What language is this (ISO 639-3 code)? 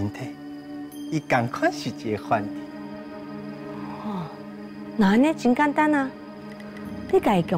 nan